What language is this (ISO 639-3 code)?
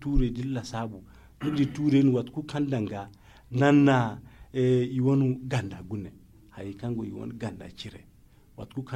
dje